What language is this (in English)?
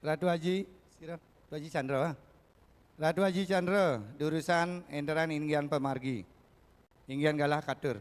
Balinese